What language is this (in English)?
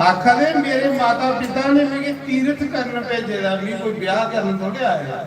Dogri